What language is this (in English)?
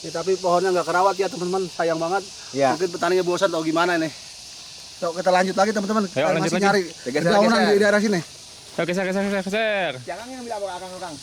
Betawi